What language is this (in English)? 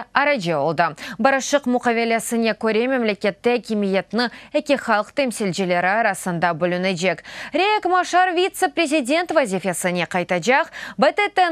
Crimean Tatar